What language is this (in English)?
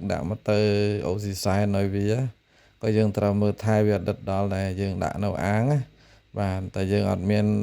Khmer